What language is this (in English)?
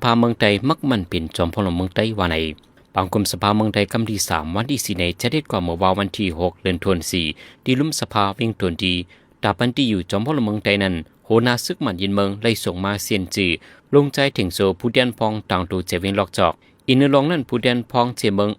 Shan